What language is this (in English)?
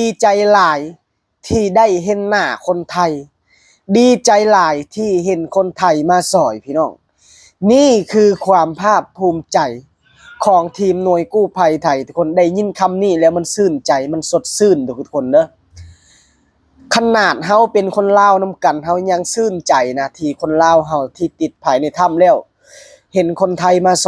Lao